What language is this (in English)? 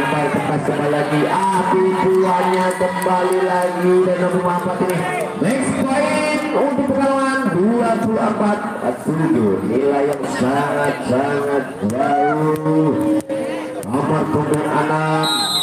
Indonesian